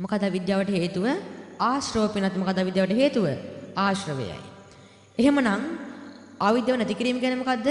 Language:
Sinhala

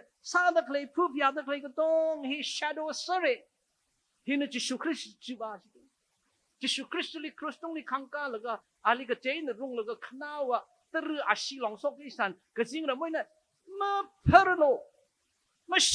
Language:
Tangkhul Naga (India)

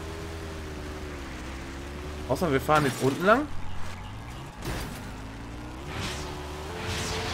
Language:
German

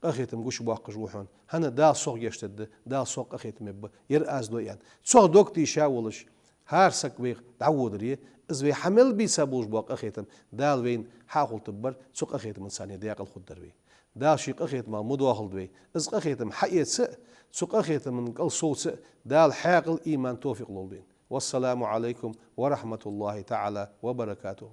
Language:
Ingush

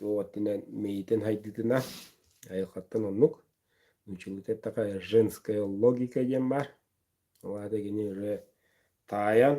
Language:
Yakut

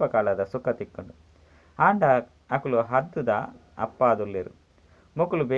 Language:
Tulu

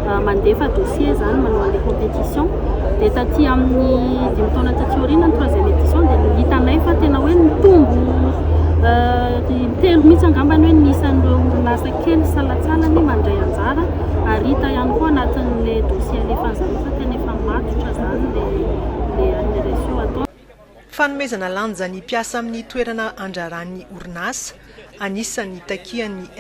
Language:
Malagasy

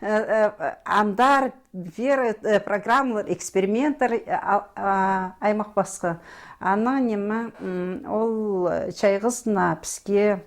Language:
Khakas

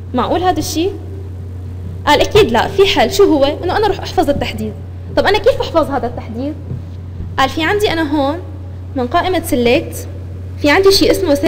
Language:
North Levantine Arabic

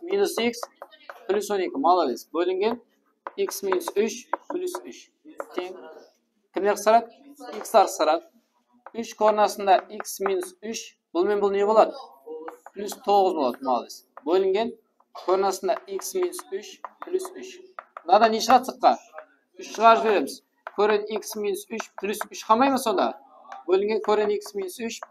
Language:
Kara-Kalpak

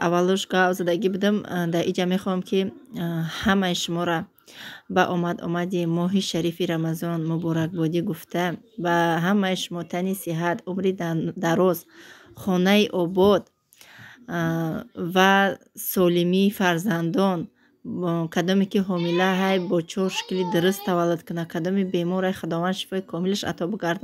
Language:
Tajik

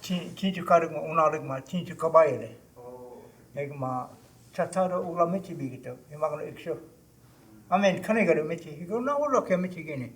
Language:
Choctaw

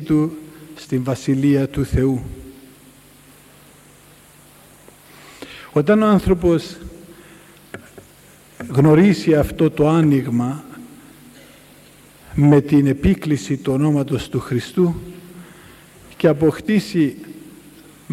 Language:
Greek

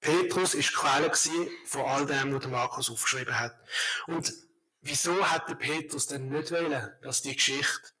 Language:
Swiss German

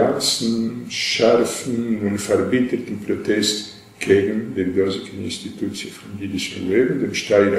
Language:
Yiddish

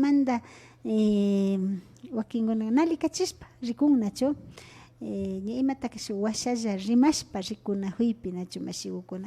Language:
Imbabura Highland Quichua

